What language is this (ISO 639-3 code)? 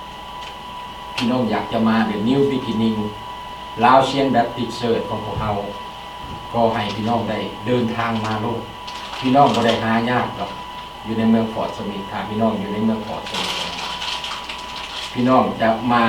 lao